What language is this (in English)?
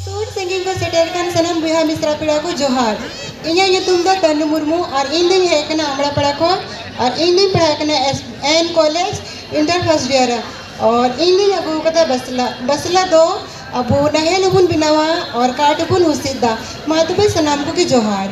Santali